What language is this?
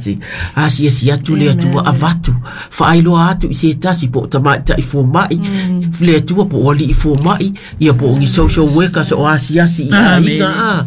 Samoan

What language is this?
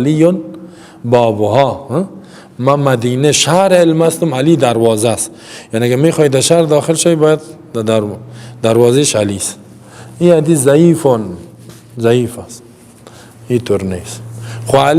Persian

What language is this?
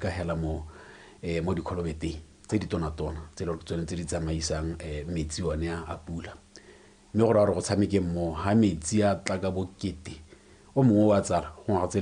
Tswana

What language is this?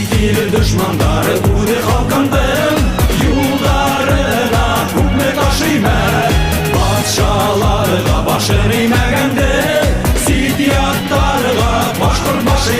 Bashkir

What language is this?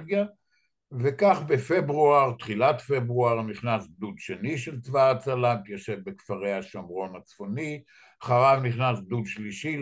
Hebrew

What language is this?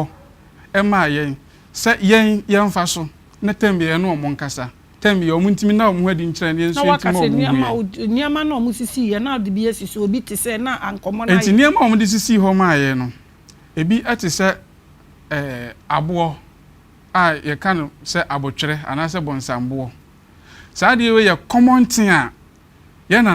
Akan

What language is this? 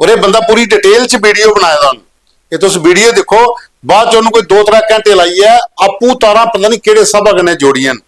Dogri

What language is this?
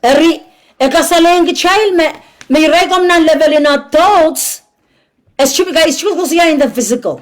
Pohnpeian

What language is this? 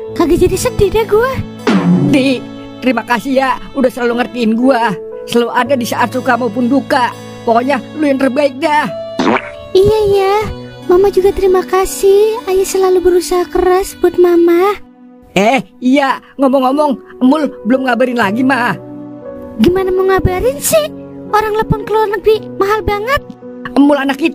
Betawi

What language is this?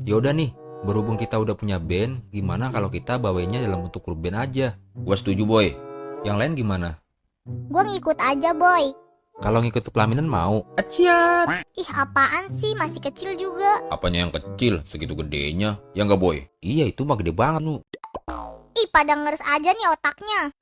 Betawi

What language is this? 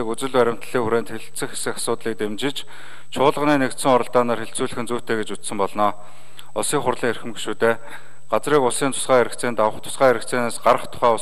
Mongolian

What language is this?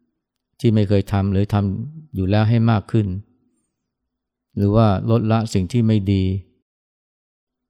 Thai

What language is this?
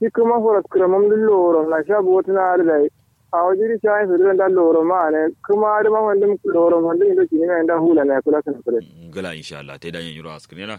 Kanuri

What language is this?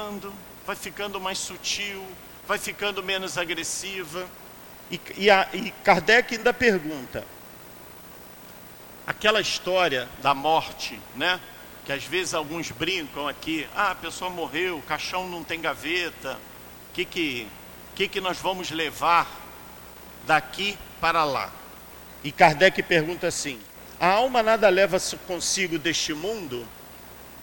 Portuguese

